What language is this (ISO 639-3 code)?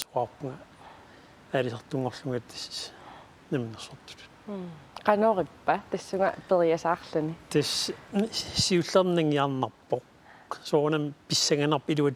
kal